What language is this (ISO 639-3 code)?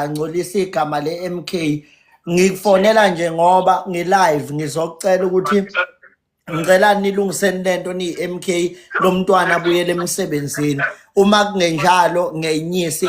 zul